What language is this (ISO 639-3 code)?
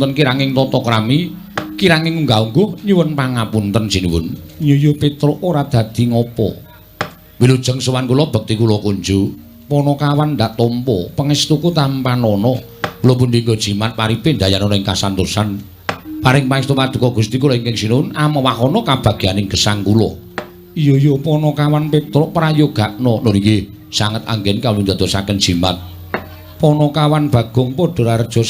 jav